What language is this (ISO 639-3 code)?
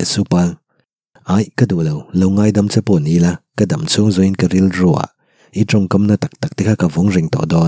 lus